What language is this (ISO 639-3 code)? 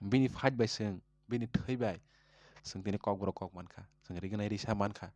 trp